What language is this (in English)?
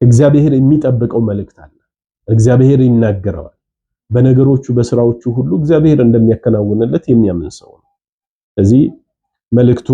Amharic